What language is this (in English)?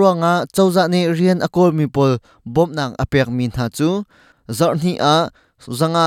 Hakha Chin